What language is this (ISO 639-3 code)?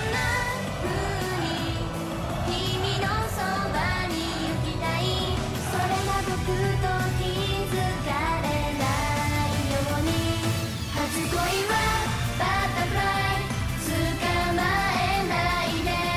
jpn